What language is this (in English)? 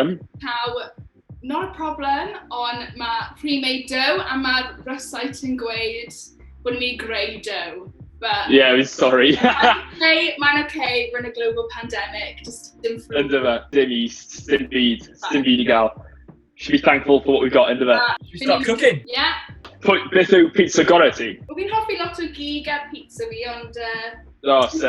Welsh